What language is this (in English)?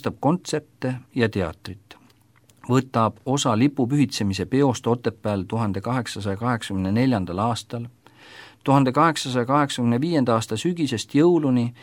Estonian